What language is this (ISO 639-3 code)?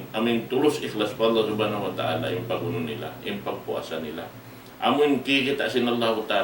tsg